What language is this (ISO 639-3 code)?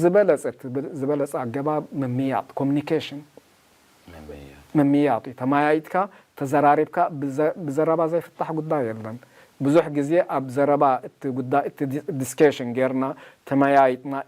tir